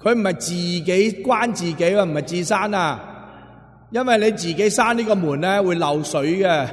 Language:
Cantonese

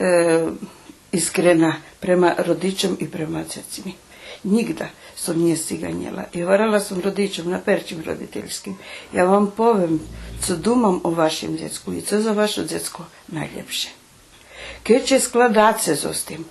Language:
Rusyn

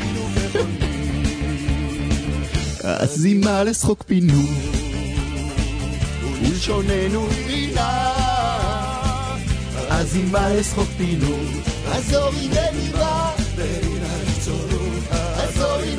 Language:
Hebrew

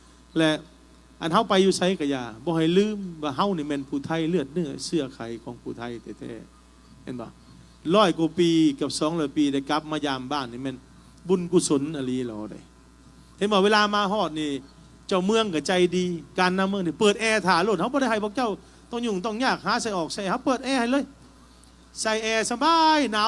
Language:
Lao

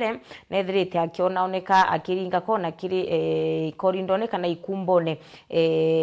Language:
Meru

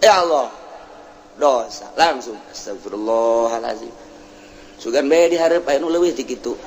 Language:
Sundanese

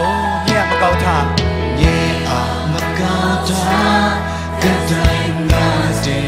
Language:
Kachin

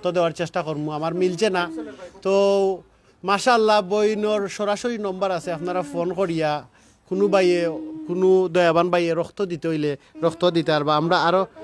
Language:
Sylheti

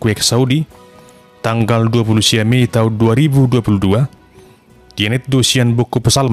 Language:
Batak Toba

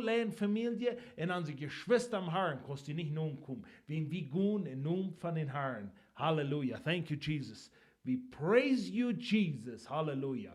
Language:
Plautdietsch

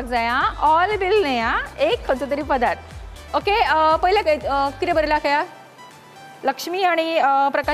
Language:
Konkani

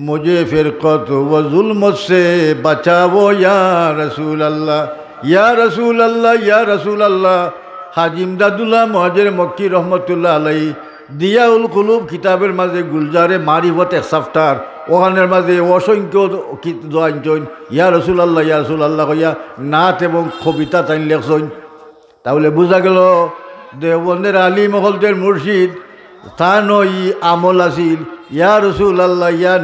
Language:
Sylheti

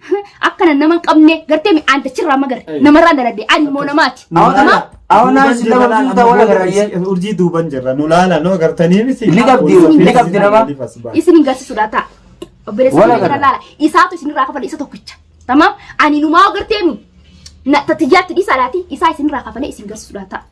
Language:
Oromo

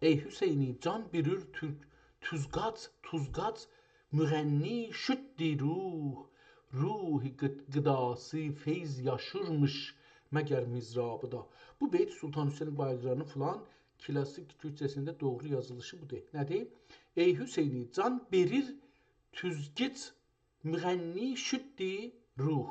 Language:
South Azerbaijani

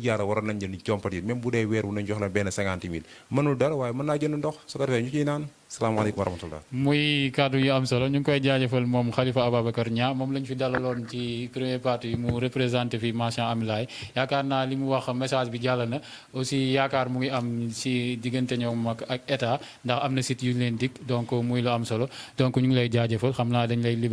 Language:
Wolof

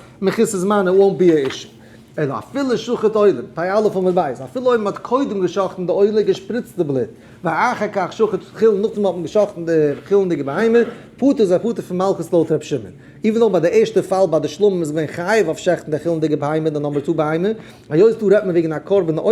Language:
Yiddish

